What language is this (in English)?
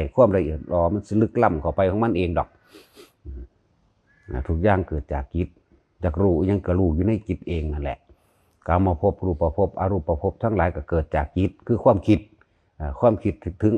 Northeastern Thai